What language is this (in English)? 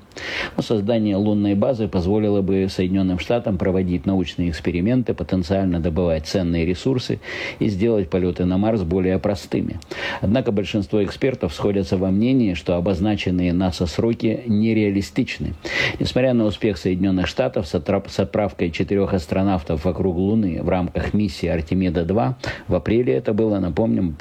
Russian